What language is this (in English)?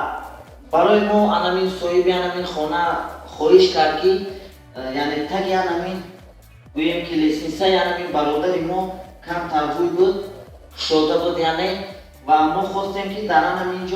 Tajik